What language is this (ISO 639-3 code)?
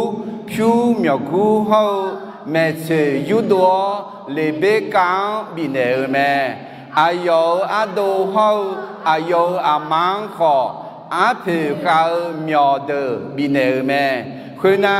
ahk